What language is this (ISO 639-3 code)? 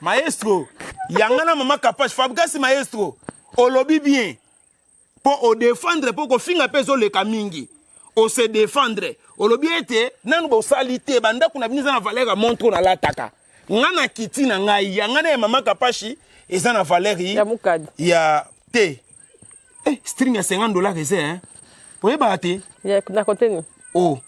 lin